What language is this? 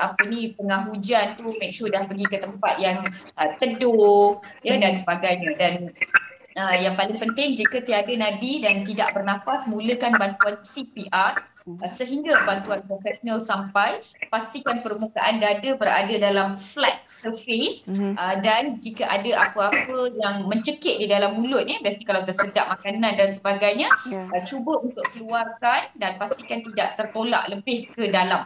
Malay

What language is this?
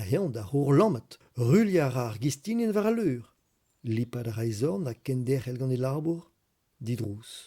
Breton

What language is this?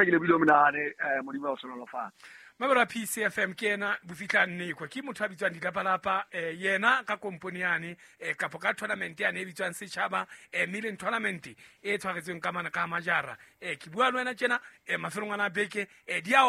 Southern Sotho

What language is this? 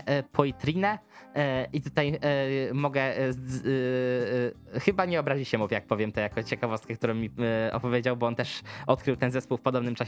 Polish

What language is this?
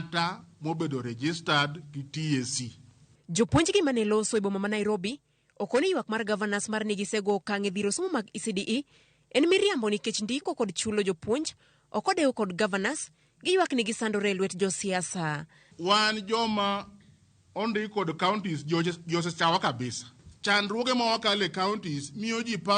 Luo (Kenya and Tanzania)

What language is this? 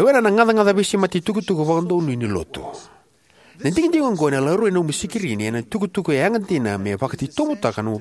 Fijian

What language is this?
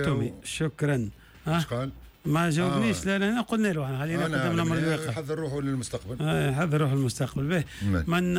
Tunisian Arabic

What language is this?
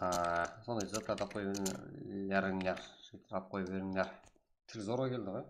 Kara-Kalpak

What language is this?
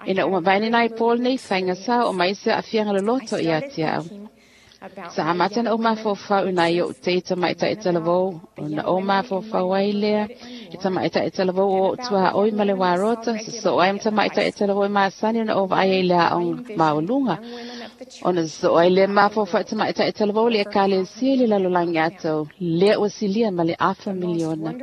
Samoan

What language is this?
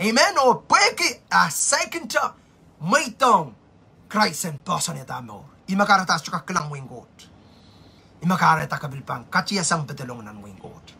Pohnpeian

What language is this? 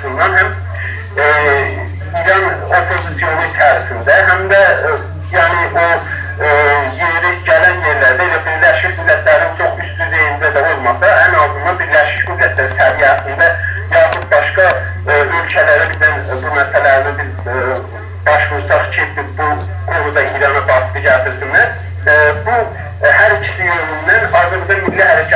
South Azerbaijani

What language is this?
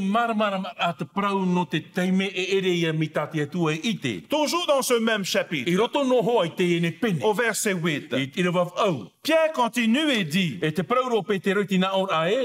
Tahitian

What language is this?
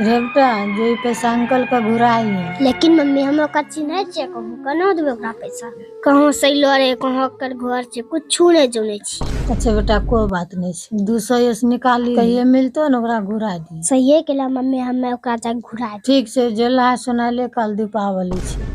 Angika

